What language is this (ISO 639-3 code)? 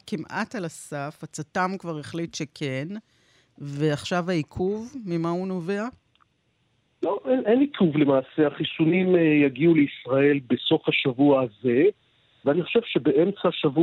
heb